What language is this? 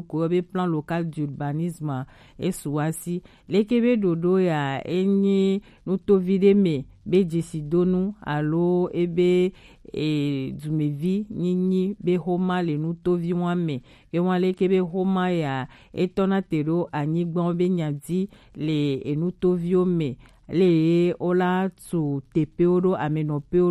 Gen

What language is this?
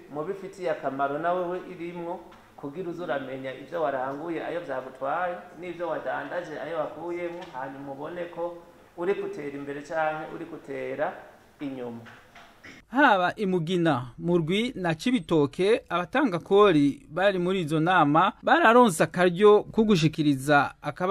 Rundi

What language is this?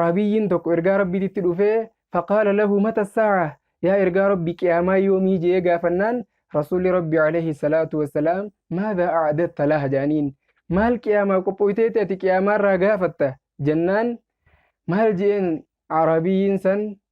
Oromo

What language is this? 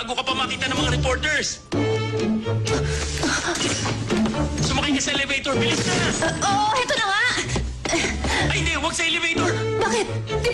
Filipino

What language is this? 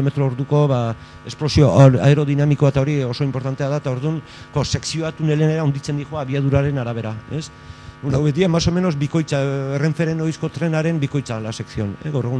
Basque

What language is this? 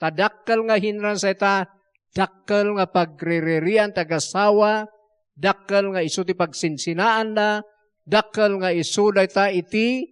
Iloko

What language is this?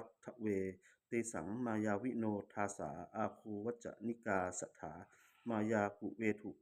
Pali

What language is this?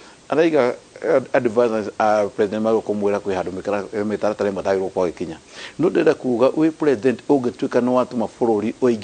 Kikuyu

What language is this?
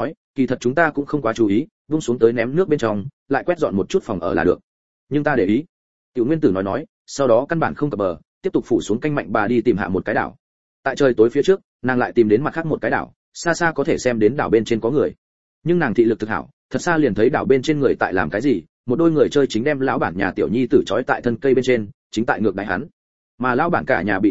Vietnamese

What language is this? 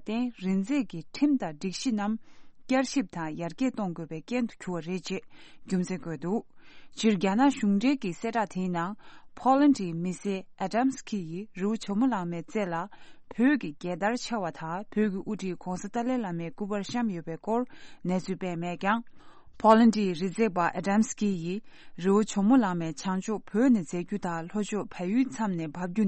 Tibetan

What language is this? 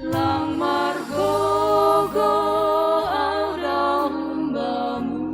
Batak Simalungun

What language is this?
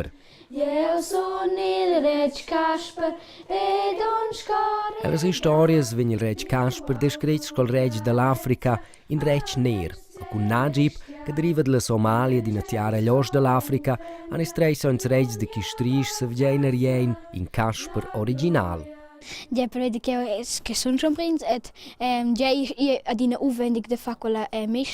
Romansh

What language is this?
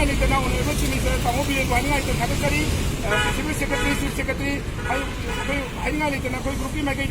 Manipuri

